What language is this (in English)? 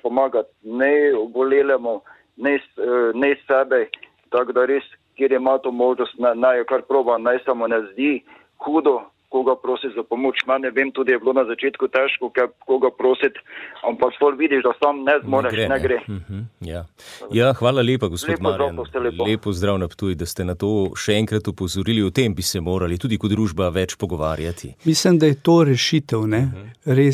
Slovenian